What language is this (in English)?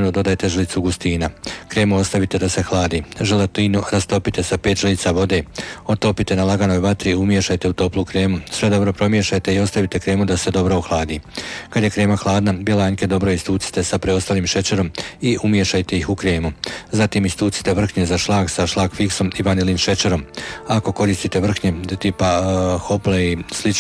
Croatian